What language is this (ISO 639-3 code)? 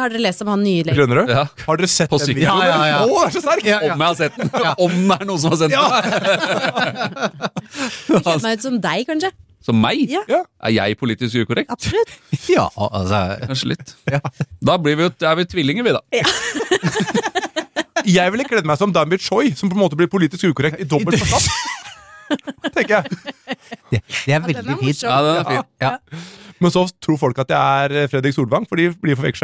nor